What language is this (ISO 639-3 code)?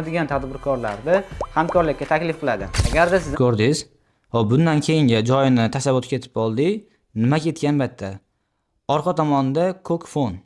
uzb